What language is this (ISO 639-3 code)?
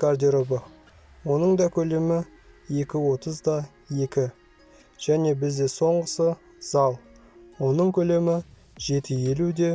kaz